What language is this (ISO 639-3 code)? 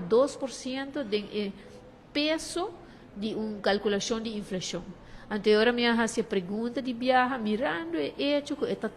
pap